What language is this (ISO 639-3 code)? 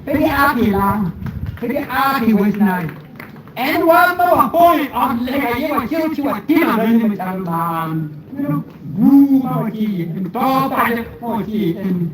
ach